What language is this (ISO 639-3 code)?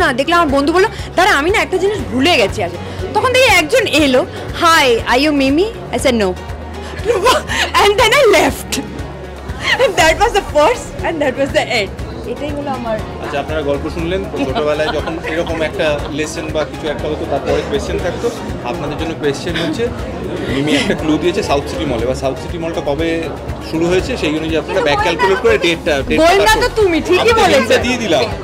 ben